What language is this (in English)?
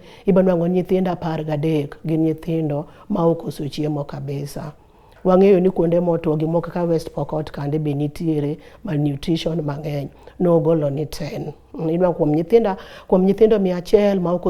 Luo (Kenya and Tanzania)